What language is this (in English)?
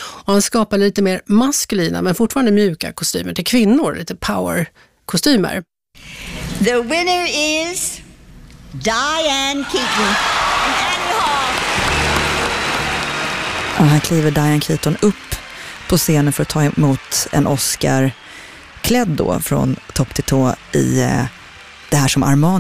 Swedish